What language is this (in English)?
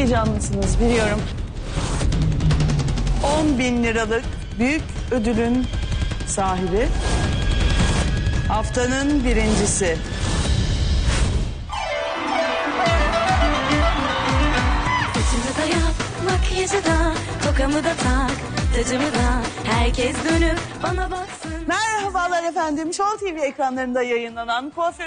Turkish